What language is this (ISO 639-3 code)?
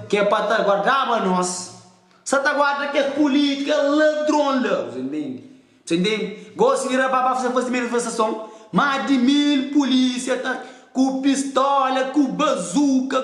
kea